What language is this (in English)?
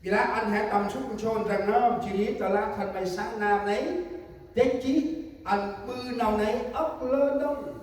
Central Mnong